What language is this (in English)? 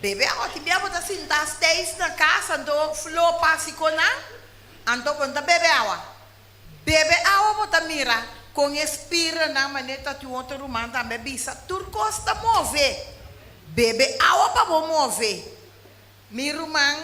Papiamento